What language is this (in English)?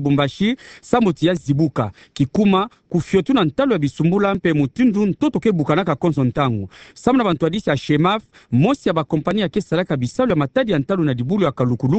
Kituba (Democratic Republic of Congo)